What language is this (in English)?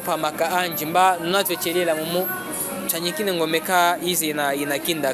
Chokwe